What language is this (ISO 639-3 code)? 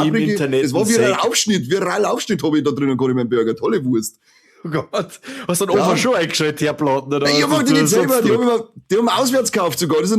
bar